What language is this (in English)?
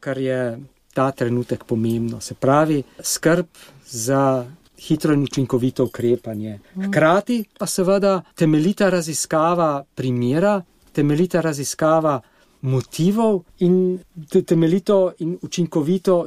Slovenian